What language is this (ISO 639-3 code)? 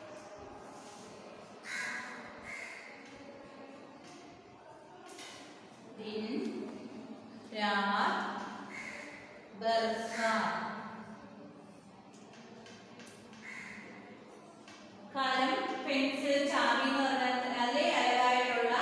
mal